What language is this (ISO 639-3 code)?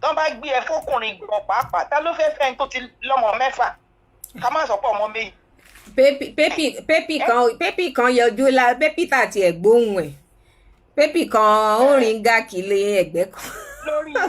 yor